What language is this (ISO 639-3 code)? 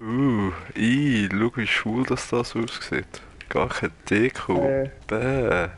gsw